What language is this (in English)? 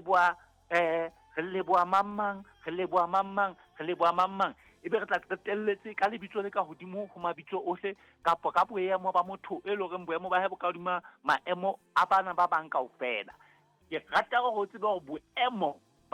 Southern Sotho